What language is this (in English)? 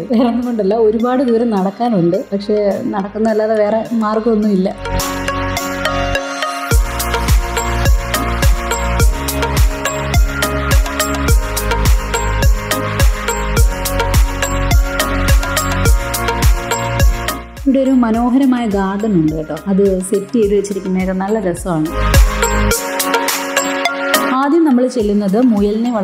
Malayalam